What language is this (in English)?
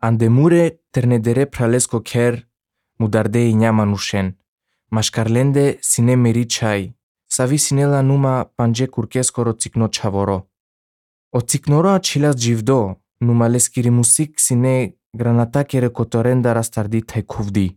Slovenian